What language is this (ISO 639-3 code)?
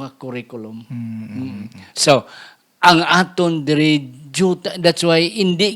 hil